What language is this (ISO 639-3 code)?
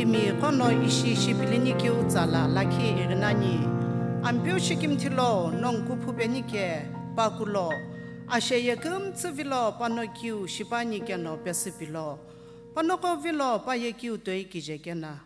nsm